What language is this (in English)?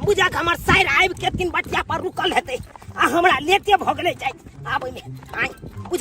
Maithili